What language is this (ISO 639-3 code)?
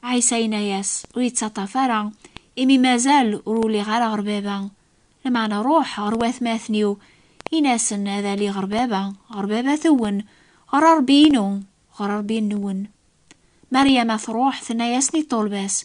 kab